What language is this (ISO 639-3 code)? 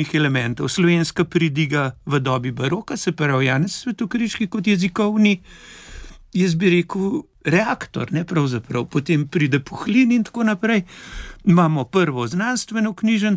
slv